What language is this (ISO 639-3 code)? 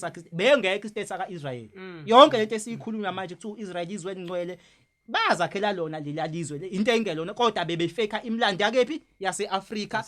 zul